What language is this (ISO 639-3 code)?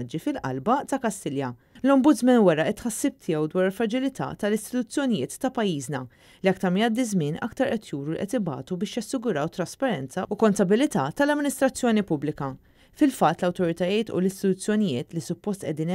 mlt